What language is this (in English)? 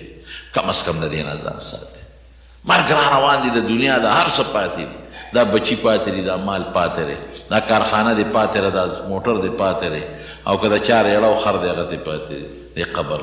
Pashto